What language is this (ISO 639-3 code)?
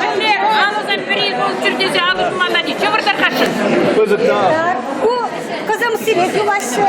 chv